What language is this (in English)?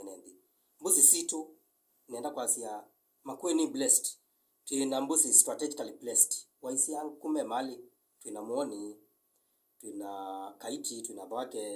Kamba